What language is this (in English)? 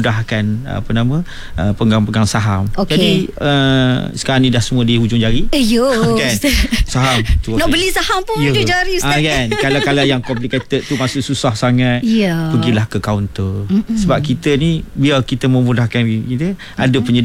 Malay